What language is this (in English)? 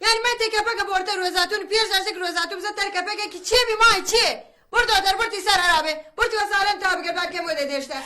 Baluchi